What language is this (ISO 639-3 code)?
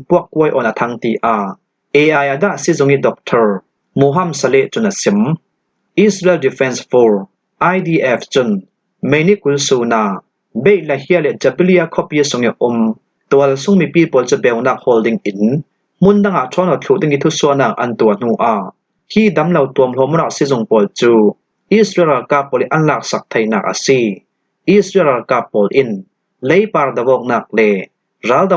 cnh